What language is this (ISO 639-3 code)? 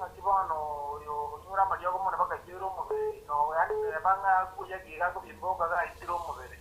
guz